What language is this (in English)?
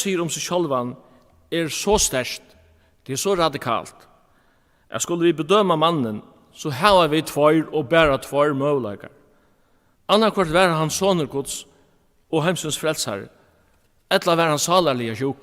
Faroese